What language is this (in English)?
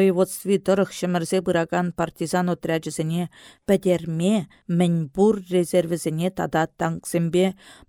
Chuvash